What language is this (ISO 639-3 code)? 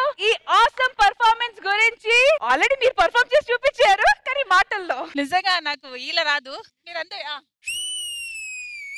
tel